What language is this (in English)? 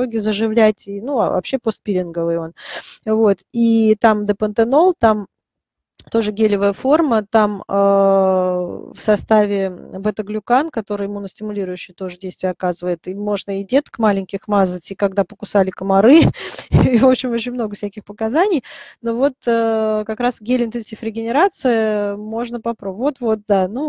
Russian